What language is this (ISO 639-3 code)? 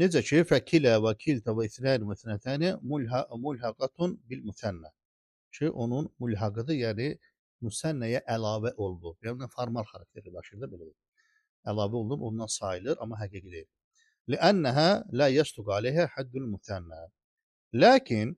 aze